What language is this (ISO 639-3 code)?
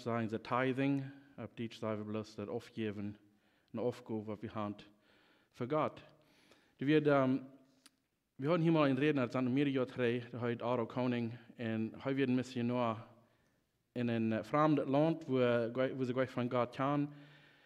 pdt